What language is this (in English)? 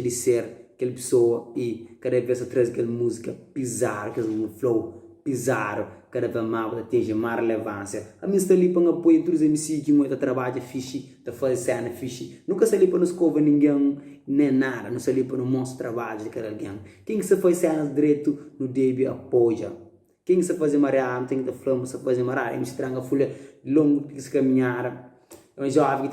Kabuverdianu